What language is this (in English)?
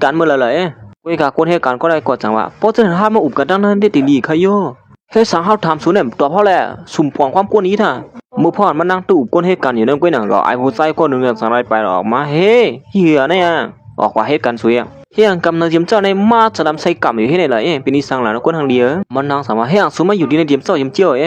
Shan